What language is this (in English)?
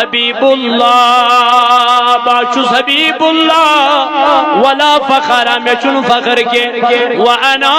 Kashmiri